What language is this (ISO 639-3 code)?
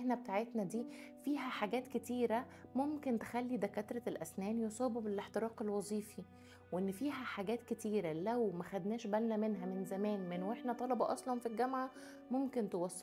arz